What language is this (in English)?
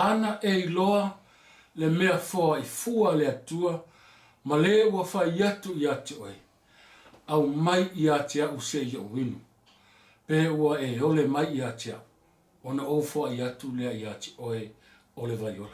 Samoan